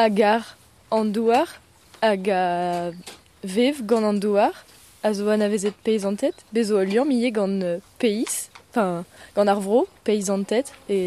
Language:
Breton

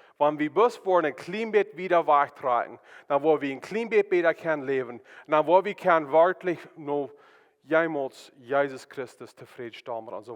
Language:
Plautdietsch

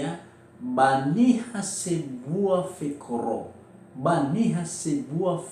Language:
Nias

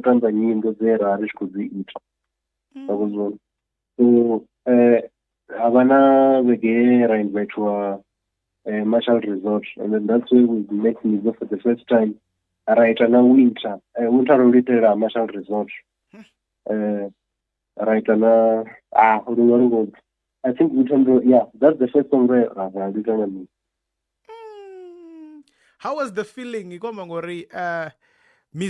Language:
Venda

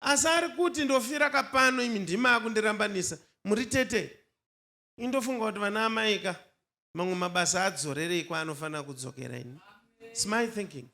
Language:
Shona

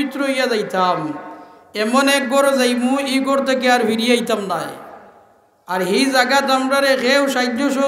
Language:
Sylheti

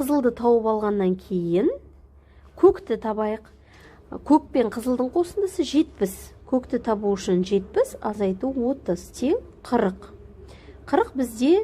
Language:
Kazakh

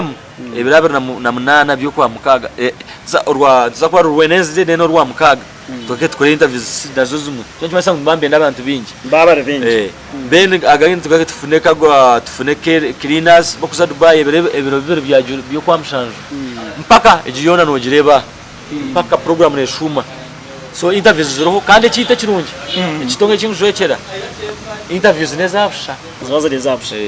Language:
Nyankole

